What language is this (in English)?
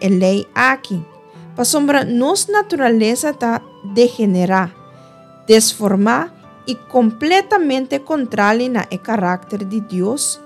Papiamento